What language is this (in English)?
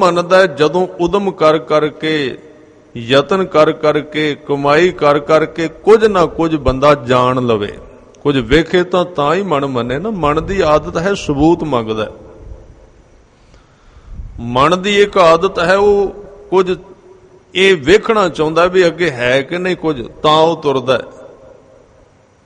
Punjabi